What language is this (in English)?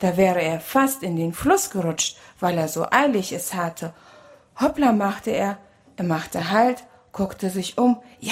German